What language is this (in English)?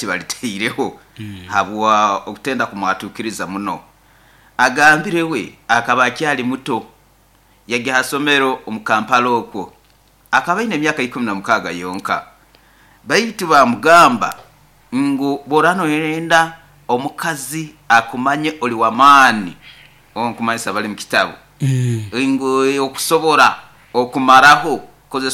Nyoro